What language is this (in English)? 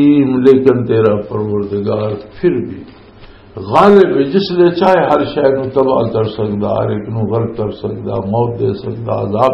Western Panjabi